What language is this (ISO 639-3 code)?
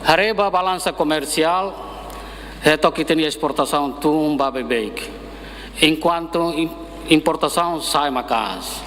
tet